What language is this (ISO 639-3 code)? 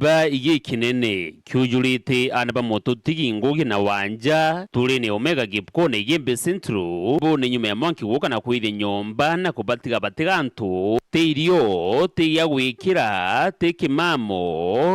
mer